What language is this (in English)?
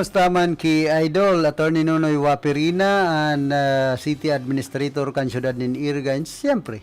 Bikol